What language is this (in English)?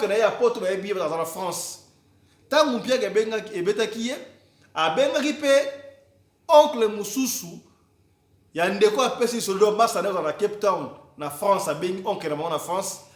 Lingala